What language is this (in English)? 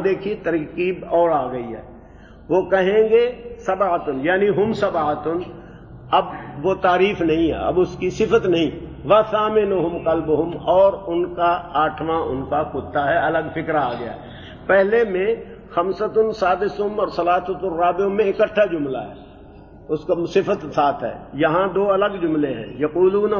Urdu